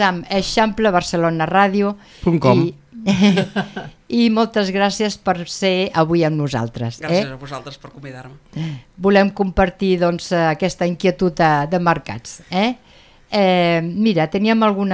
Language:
Catalan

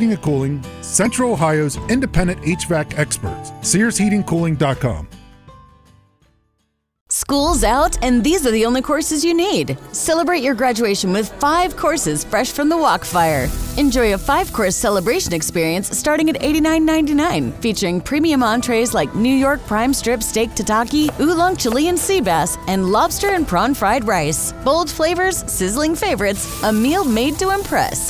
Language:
English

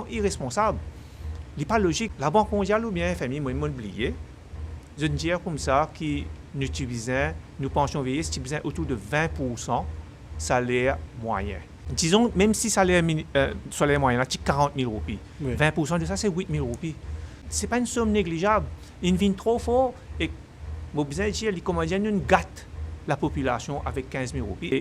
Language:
Morisyen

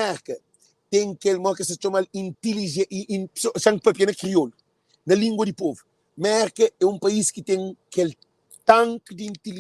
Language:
Kabuverdianu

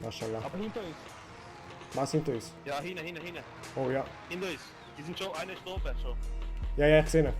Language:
Swiss German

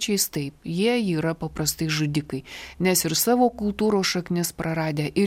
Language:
Lithuanian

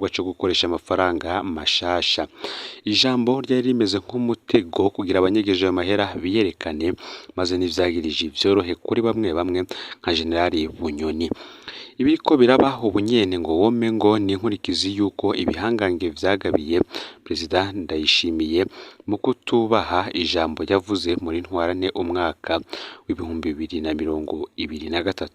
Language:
Rundi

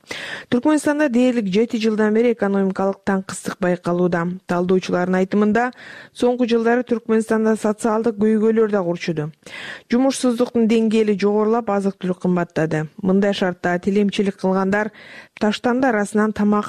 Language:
Kyrgyz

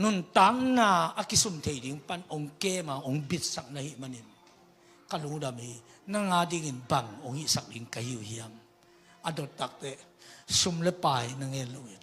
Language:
Tedim Chin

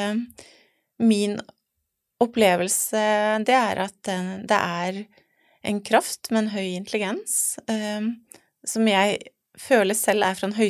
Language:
Norwegian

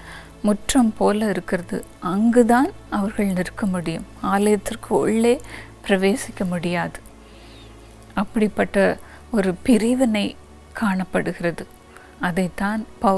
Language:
Tamil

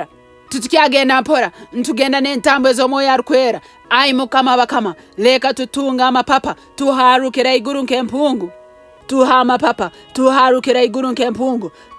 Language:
Nyankole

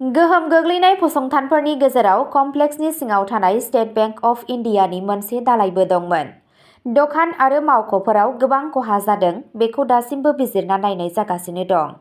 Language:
Bodo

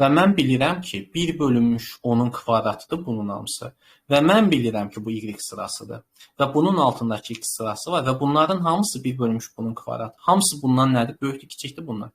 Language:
Azerbaijani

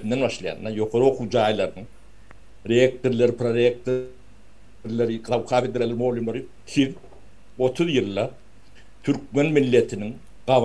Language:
Turkmen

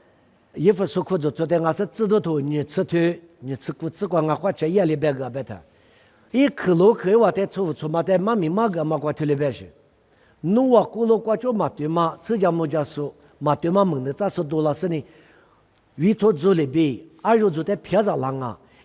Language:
Lisu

